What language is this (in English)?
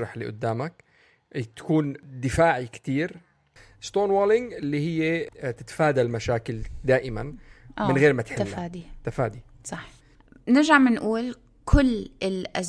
North Levantine Arabic